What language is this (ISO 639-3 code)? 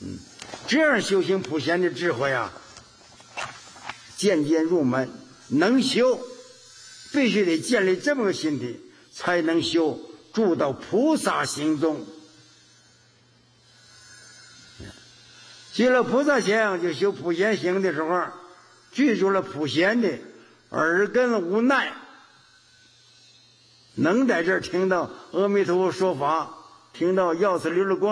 zho